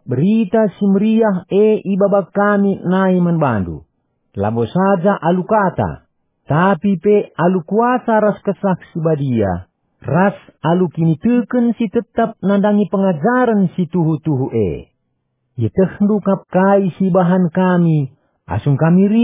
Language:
Batak Karo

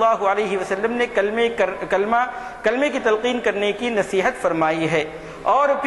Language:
Urdu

